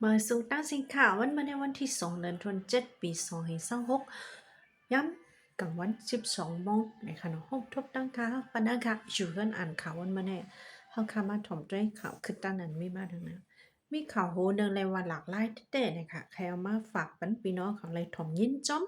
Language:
Shan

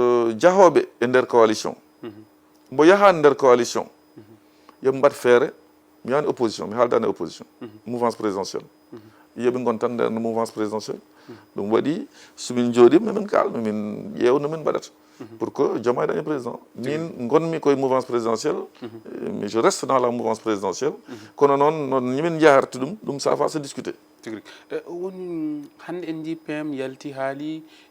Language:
Fula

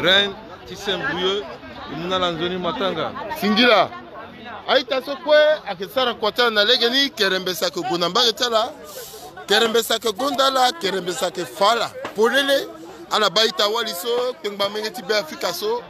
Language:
Sango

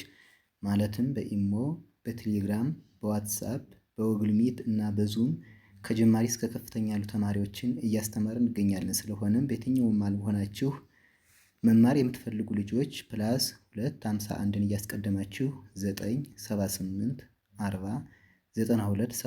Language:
Amharic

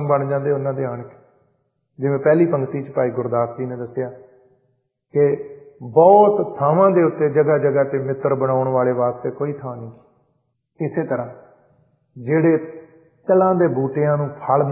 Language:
Punjabi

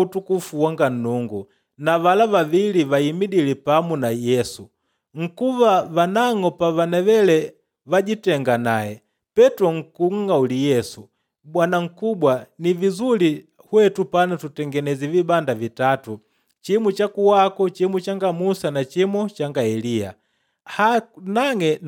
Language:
Makonde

